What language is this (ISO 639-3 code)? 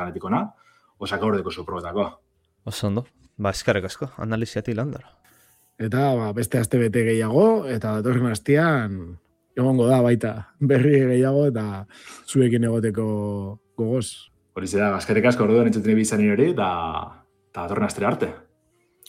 eus